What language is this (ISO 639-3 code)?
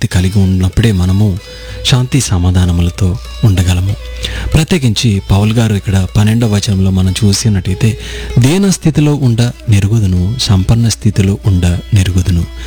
tel